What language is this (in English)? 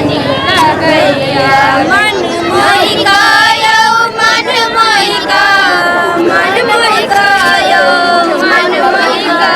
Maithili